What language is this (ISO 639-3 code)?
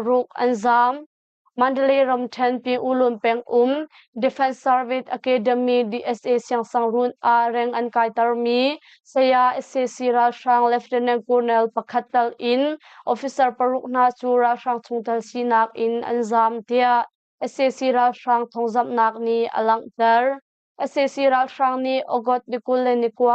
cnh